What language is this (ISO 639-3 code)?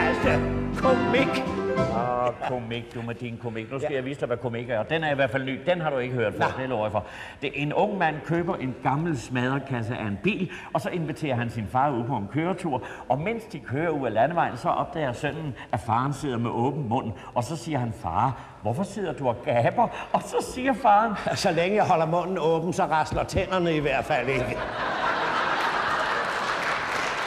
dan